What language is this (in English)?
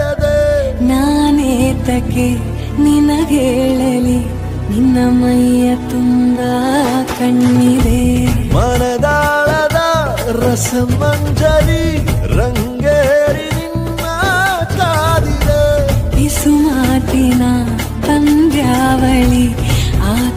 Kannada